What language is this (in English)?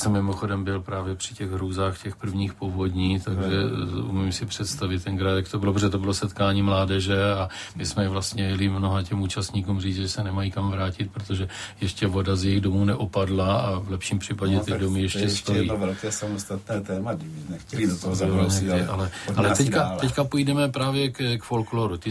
Czech